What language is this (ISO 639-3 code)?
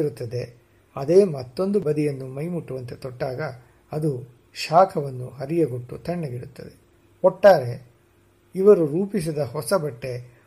kan